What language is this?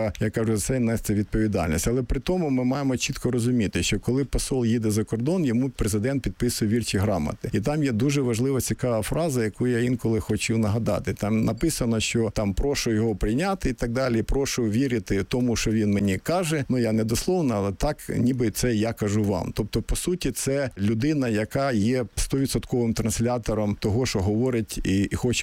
Ukrainian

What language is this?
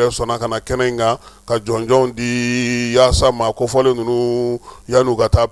Bambara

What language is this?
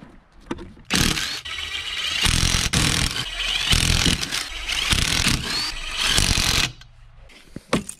Finnish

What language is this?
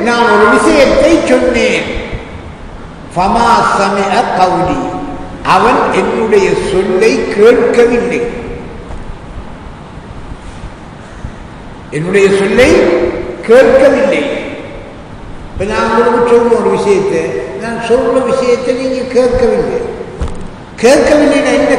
Tamil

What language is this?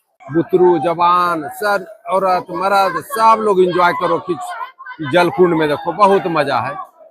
Magahi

